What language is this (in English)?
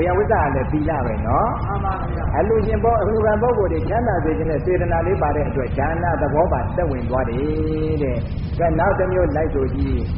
Burmese